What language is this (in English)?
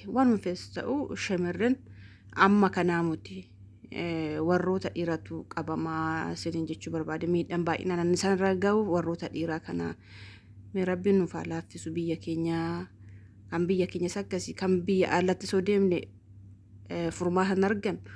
Oromo